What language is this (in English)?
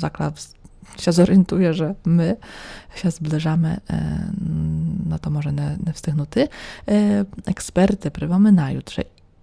Polish